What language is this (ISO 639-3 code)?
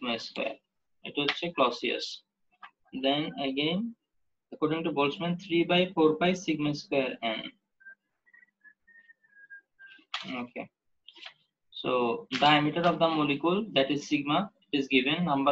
ben